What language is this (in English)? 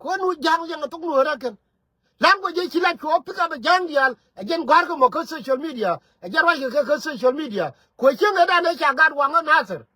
Nuer